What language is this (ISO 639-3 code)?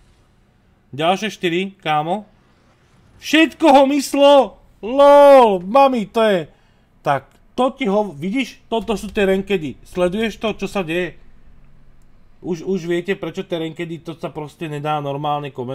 slk